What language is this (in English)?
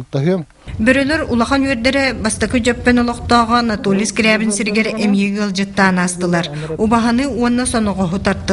Yakut